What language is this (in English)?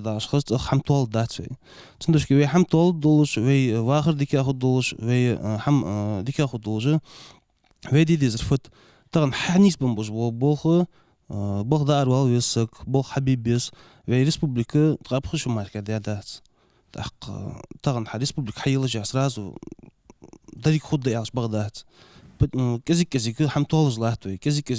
Ingush